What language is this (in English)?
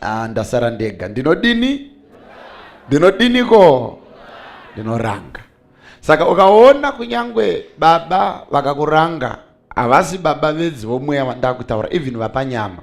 Shona